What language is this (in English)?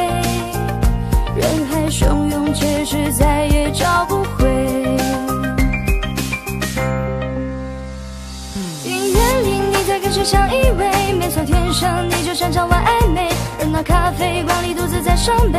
Chinese